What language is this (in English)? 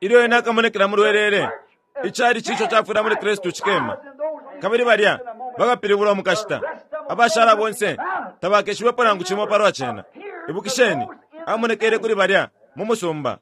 Bemba